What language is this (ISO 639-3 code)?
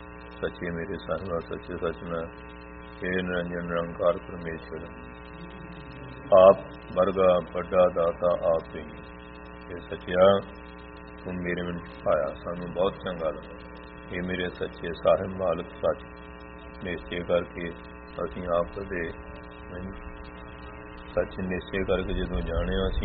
pan